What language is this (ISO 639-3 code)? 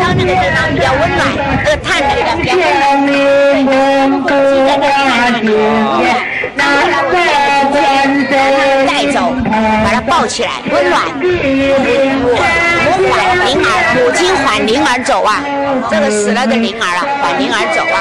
zho